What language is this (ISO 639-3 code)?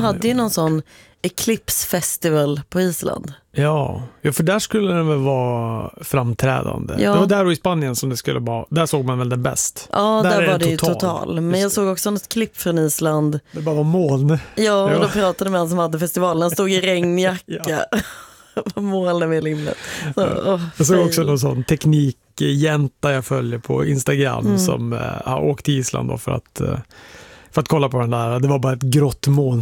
swe